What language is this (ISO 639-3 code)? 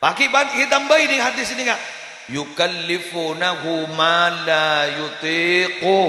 mad